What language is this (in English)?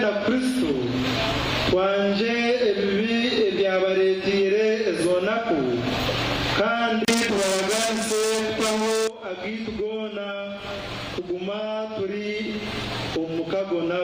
Nyankole